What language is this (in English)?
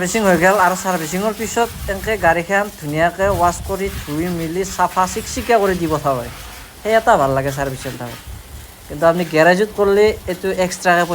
Assamese